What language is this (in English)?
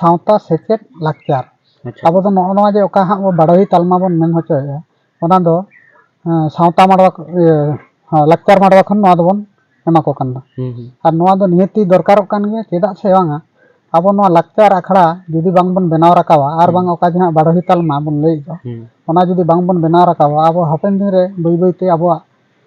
Santali